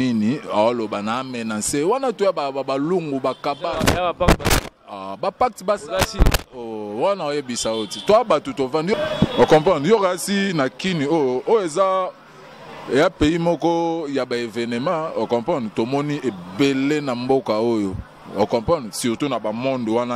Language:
Lingala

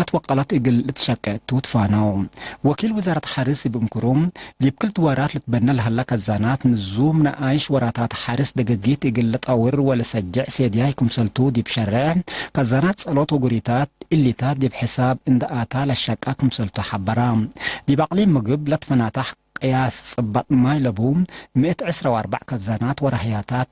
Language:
Tigre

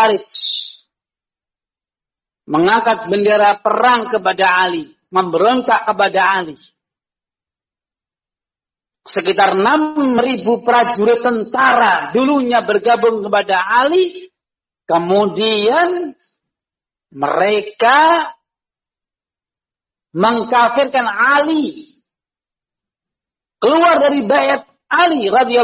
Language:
Indonesian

